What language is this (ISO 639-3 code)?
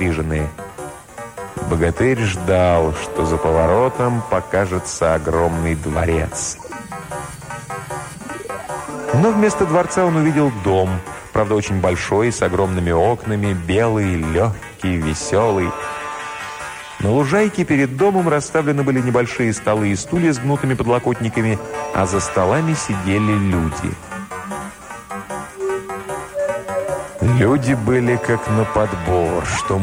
rus